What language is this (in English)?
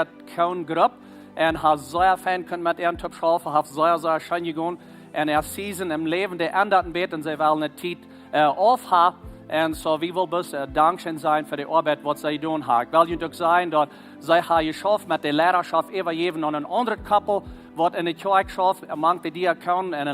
Plautdietsch